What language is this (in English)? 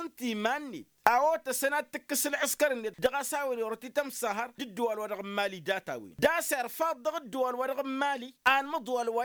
Tamasheq